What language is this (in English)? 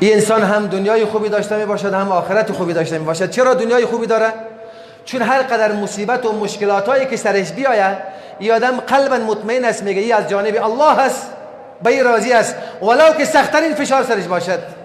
Persian